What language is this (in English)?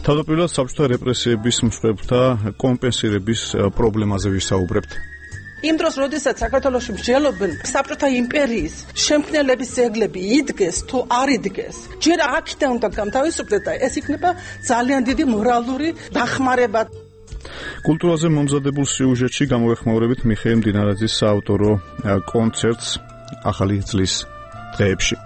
Georgian